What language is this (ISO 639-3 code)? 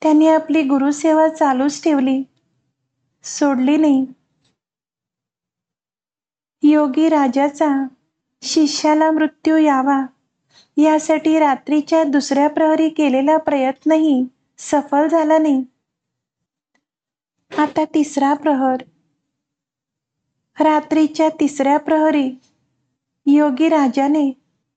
mar